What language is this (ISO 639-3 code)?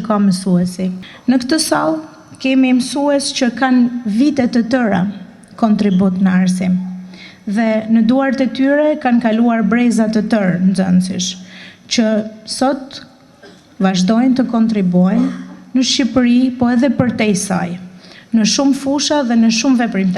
sqi